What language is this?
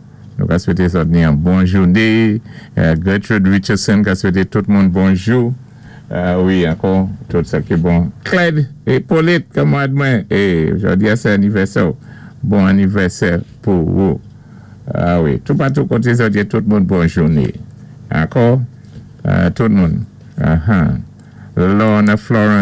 Saint Lucian Creole French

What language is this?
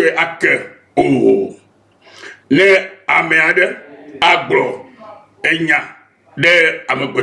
Ewe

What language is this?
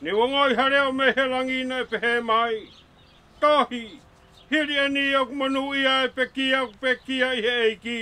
Tongan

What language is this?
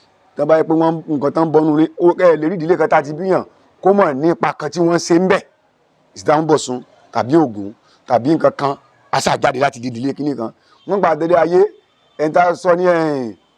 Yoruba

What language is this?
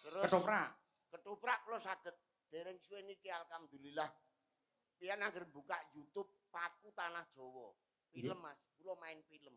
Javanese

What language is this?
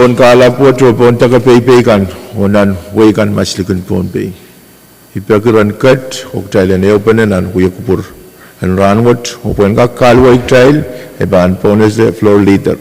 Pohnpeian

